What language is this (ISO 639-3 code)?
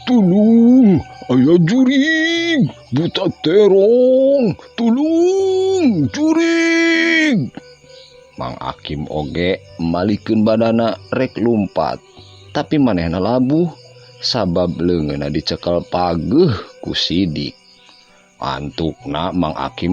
sun